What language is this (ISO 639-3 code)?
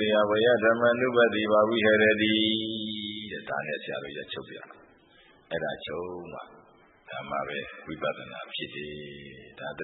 mya